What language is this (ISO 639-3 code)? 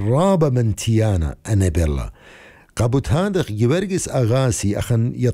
aii